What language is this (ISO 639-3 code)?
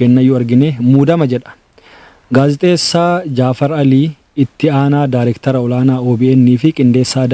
orm